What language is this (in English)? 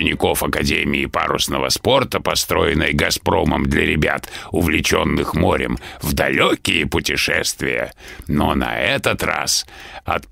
Russian